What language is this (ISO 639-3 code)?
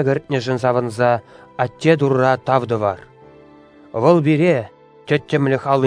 chv